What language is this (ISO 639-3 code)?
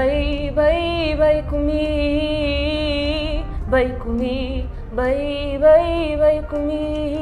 kea